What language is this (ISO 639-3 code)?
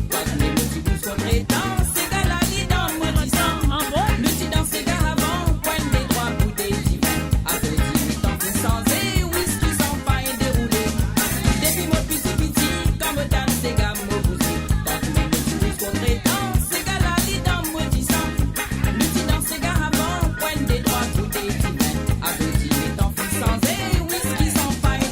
mfe